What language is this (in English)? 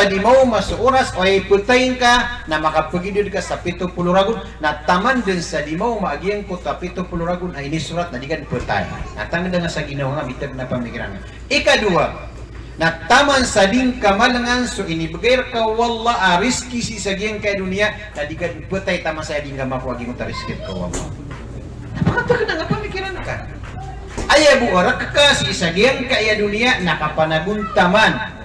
Maranao